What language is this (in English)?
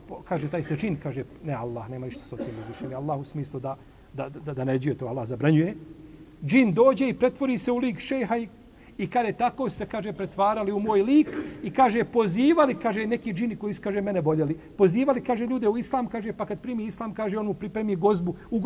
Bosnian